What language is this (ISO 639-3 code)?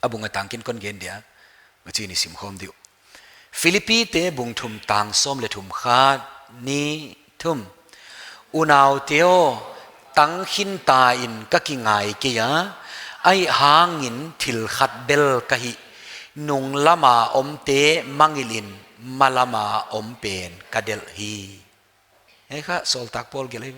pck